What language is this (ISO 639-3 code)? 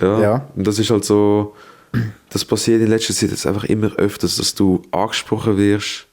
gsw